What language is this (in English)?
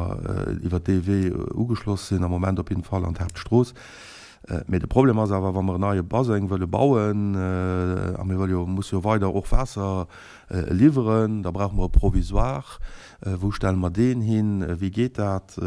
Luxembourgish